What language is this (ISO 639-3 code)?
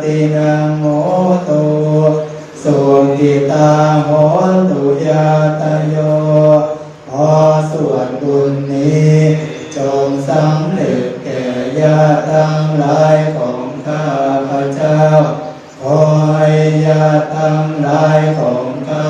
pli